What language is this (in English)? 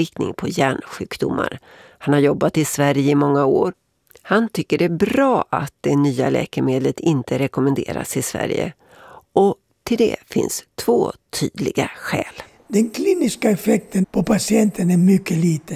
Swedish